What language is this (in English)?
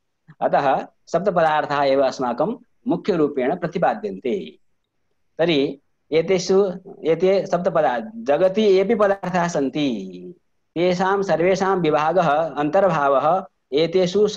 Sanskrit